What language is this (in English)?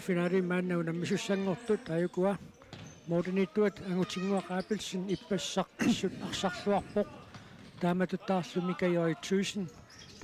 Kalaallisut